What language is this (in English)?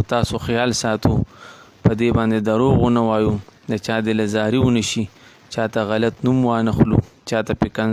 Pashto